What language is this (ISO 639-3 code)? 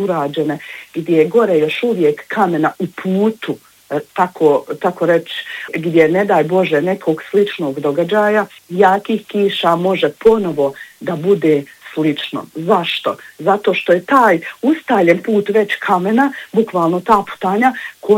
bos